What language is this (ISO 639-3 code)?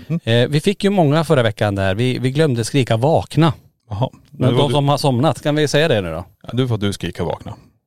swe